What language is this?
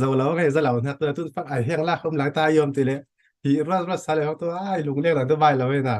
Falam Chin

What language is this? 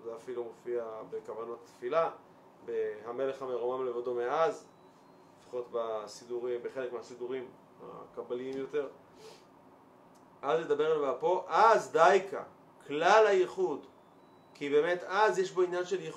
Hebrew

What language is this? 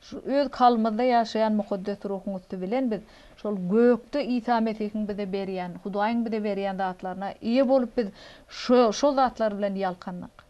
Turkmen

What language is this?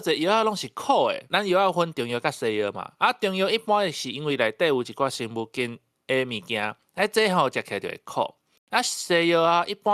Min Nan Chinese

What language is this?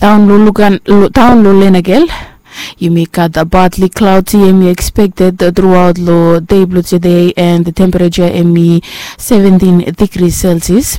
Bislama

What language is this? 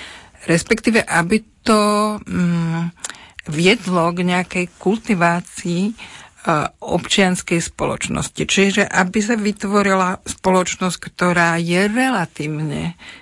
Slovak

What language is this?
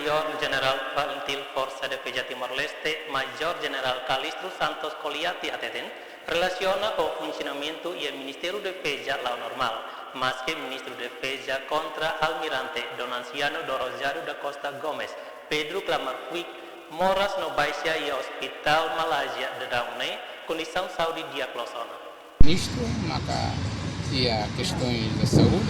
Tetum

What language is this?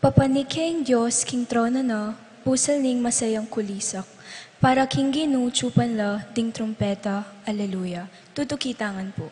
Pampanga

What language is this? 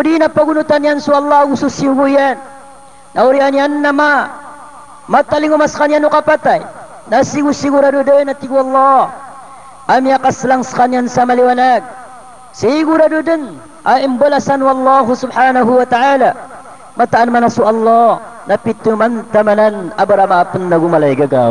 Maranao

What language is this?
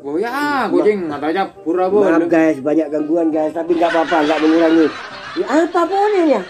Madurese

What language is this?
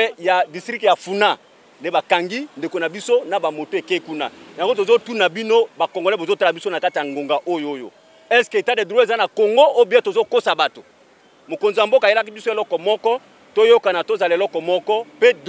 Lingala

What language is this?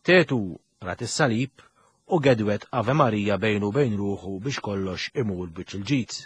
Maltese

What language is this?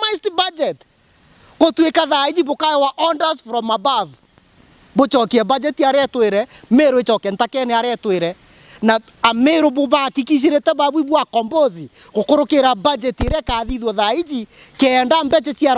Meru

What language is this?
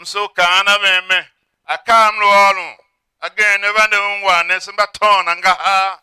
Tiv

